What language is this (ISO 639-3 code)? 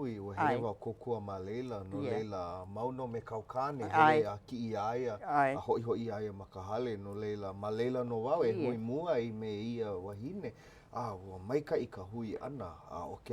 haw